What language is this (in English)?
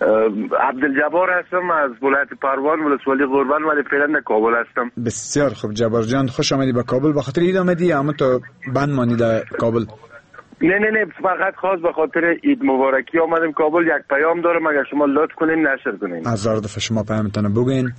Persian